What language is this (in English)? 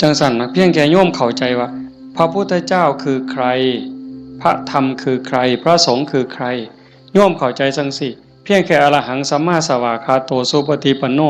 Northeastern Thai